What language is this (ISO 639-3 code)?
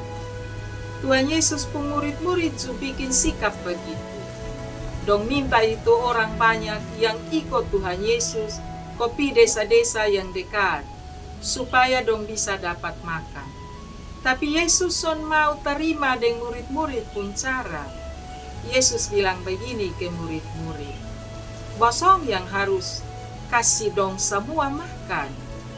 mkn